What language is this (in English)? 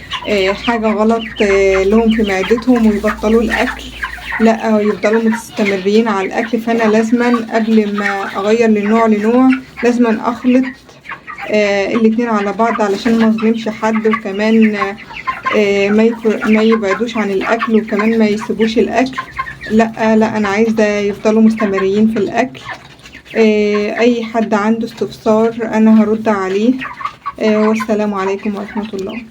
Egyptian Arabic